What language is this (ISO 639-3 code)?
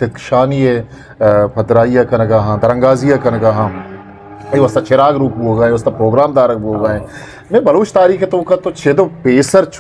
bgp